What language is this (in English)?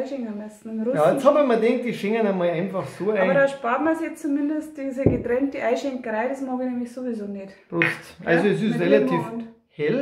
Bavarian